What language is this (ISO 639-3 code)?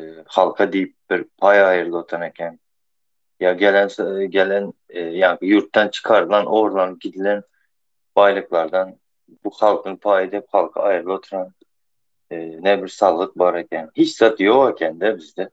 tuk